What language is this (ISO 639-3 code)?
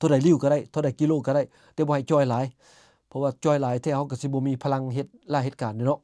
lao